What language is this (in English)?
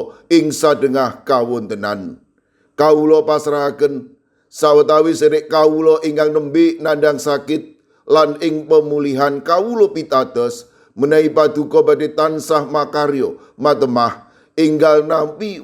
Javanese